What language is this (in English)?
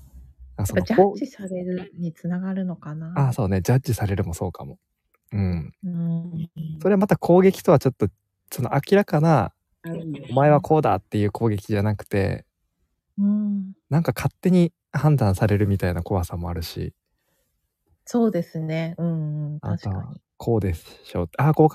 Japanese